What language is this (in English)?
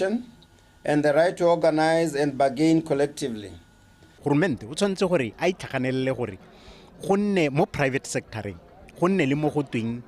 Tswana